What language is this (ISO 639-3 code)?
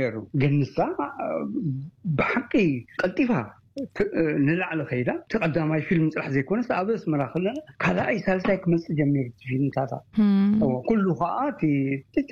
tir